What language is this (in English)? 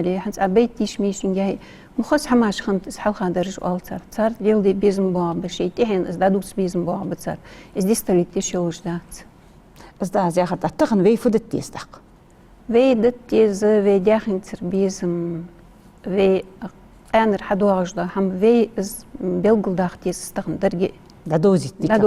Ingush